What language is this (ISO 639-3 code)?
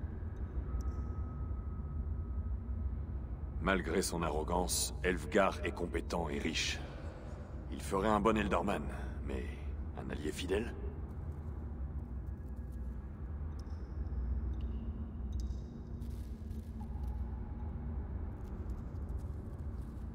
fra